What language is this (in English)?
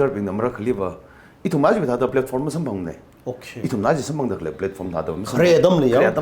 Tangkhul Naga (India)